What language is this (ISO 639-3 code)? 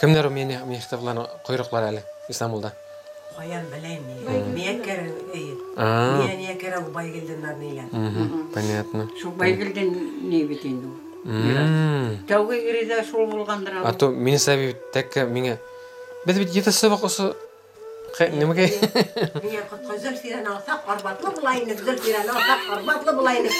bak